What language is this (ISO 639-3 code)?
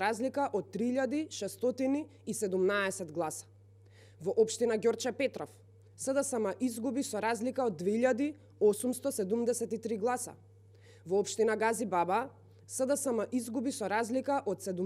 mkd